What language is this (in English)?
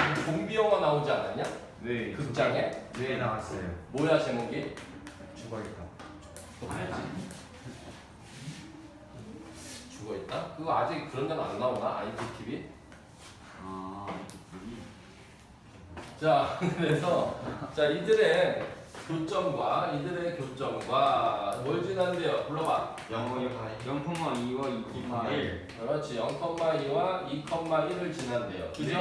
Korean